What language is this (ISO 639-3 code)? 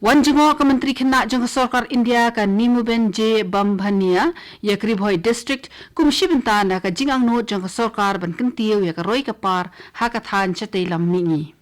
kha